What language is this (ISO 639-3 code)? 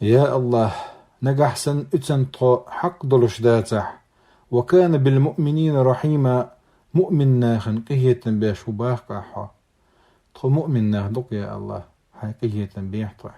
che